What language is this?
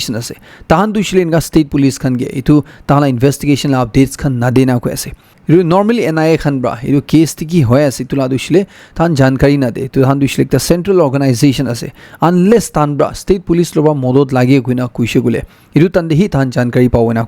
Naga Pidgin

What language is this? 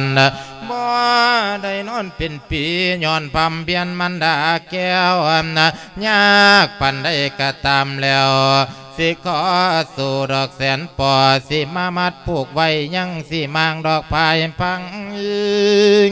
Lao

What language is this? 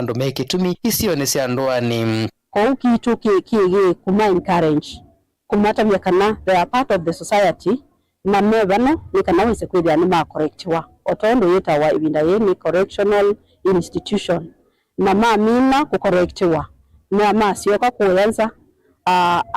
Kamba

